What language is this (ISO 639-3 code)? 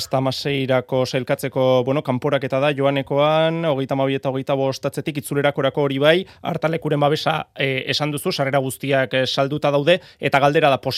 eus